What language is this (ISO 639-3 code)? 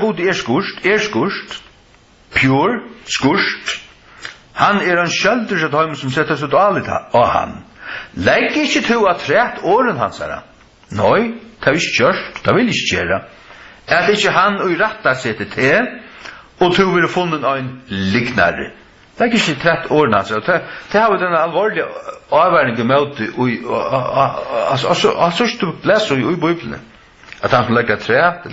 fao